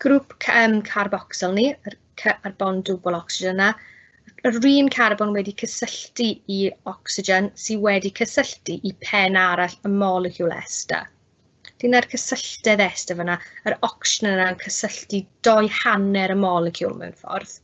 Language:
Welsh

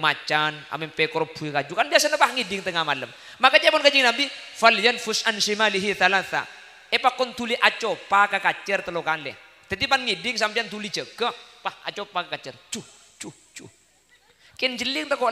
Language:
Madurese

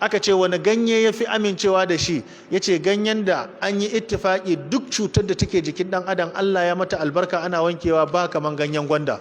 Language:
Hausa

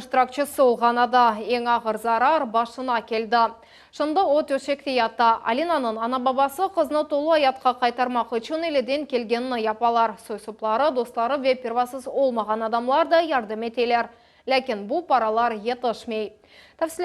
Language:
Crimean Tatar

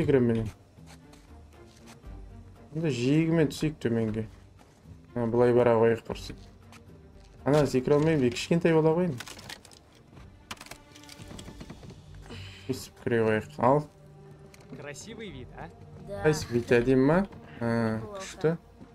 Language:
Kazakh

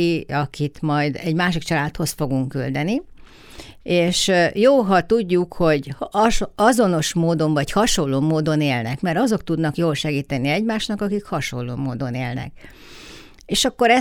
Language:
Hungarian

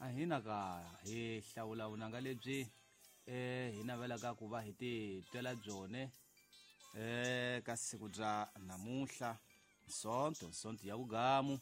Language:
Tsonga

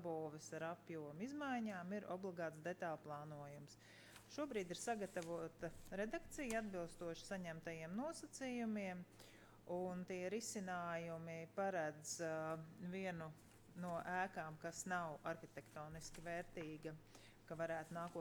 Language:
Latvian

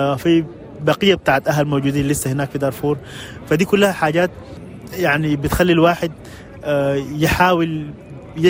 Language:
Egyptian Arabic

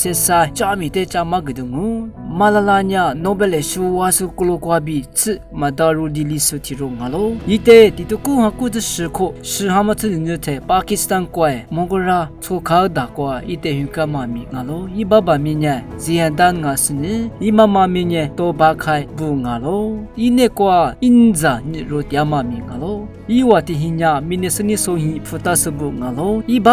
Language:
Lisu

